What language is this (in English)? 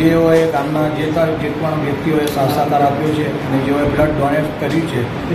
Gujarati